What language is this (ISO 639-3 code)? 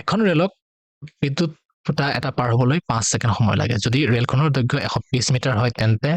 asm